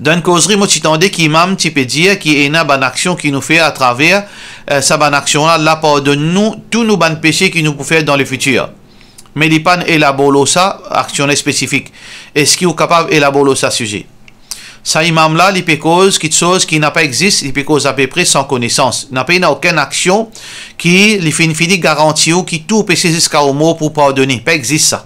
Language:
Morisyen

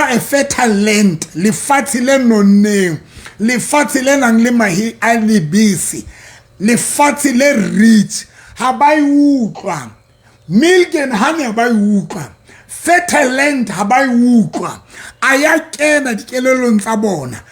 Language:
Southern Sotho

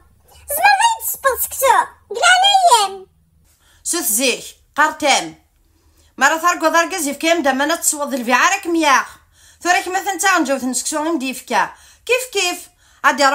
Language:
Kabyle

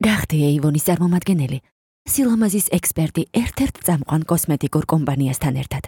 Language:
Georgian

